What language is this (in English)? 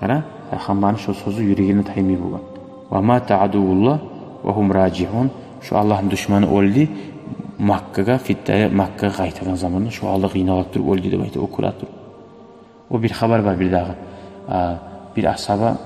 Kumyk